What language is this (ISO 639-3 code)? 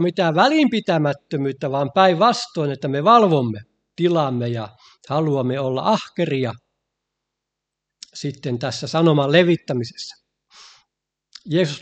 fin